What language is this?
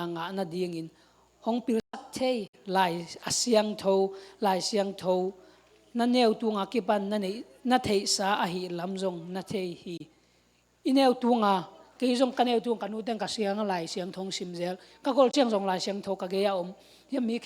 Tedim Chin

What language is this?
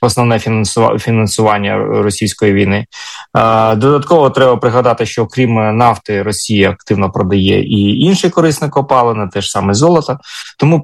Ukrainian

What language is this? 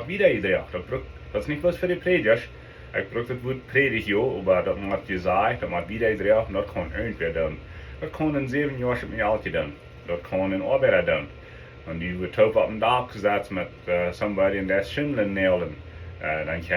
Plautdietsch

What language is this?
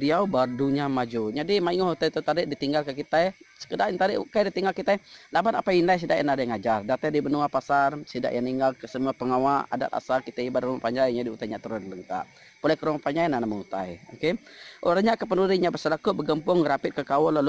Iban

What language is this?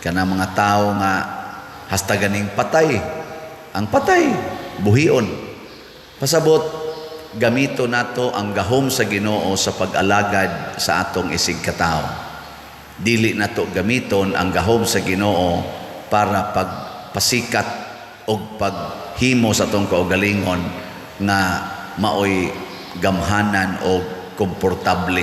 Cebuano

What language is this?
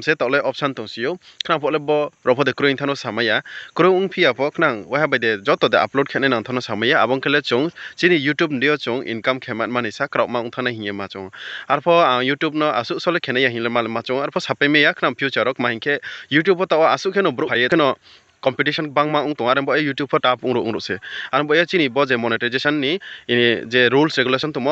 Riang (India)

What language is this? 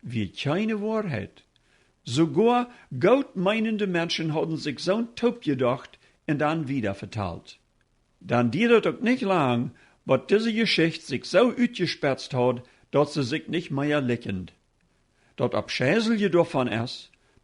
Plautdietsch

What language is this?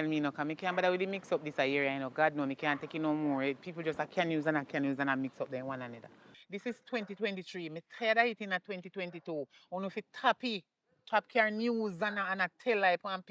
Jamaican Creole English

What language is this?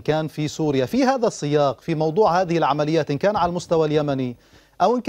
Arabic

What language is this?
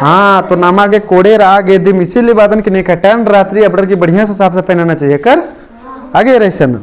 Kurukh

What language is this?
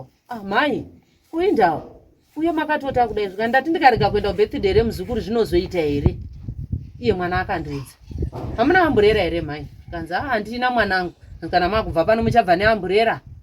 Shona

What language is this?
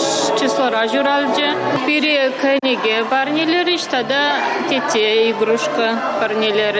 Chuvash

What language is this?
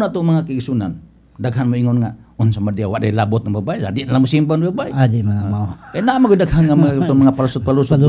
Cebuano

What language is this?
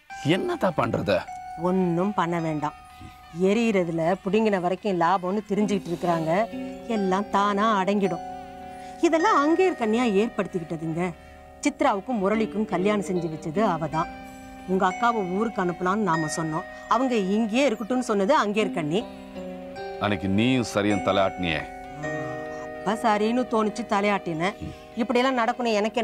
Tamil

